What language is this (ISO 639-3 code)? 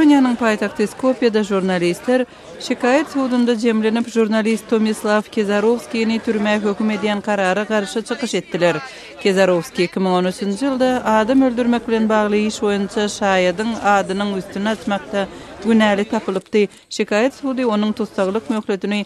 tuk